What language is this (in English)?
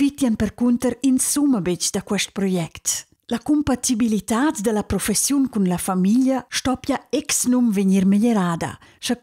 Romansh